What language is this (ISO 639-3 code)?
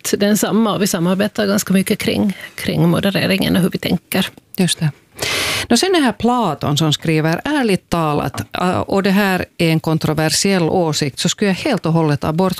swe